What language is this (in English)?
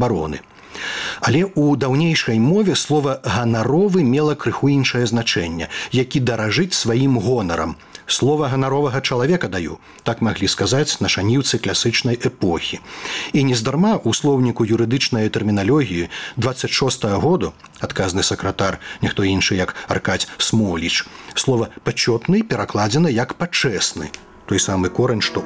Belarusian